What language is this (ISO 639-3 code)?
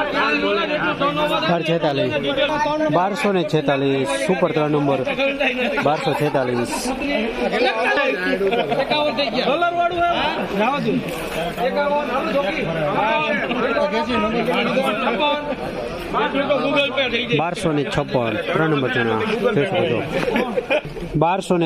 guj